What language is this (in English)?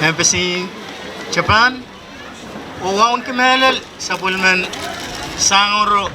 Pohnpeian